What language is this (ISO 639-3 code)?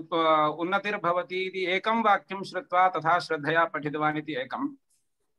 san